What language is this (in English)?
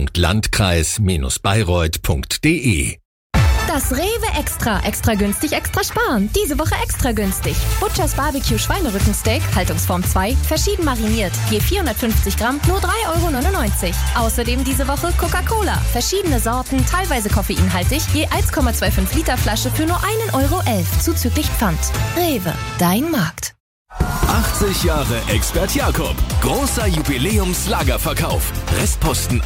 German